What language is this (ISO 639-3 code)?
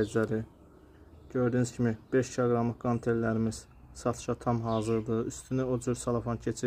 aze